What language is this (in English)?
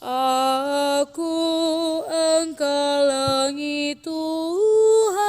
Batak Karo